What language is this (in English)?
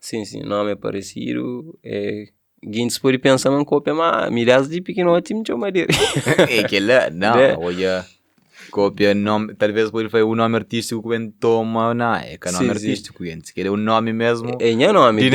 Kabuverdianu